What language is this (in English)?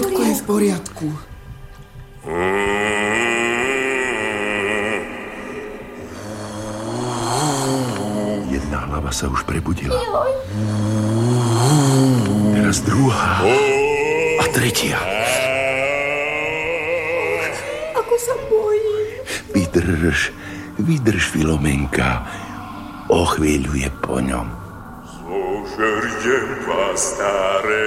Slovak